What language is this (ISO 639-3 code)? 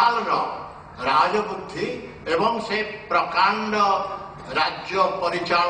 ori